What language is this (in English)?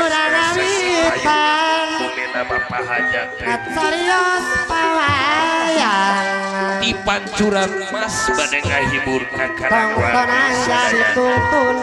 Sundanese